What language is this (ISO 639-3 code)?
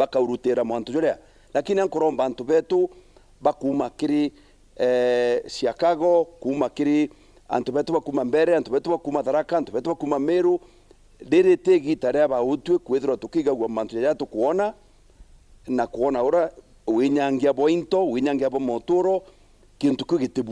mer